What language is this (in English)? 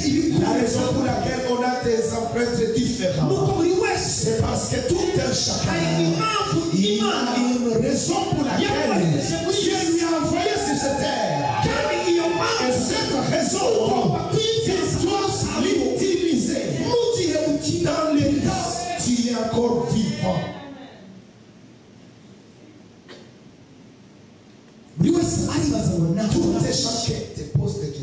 Kinyarwanda